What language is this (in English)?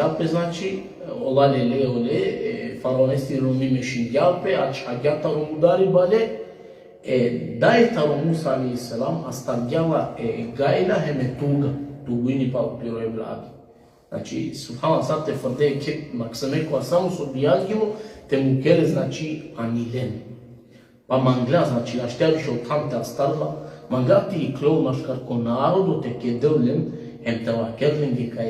Balkan Romani